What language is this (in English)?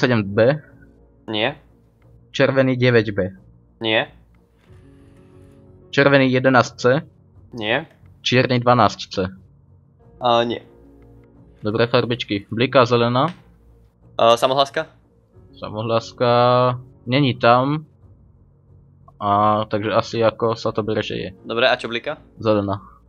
Slovak